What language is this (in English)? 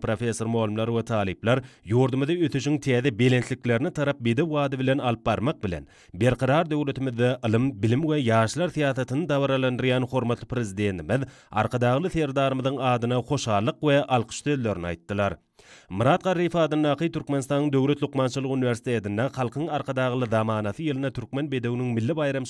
Turkmen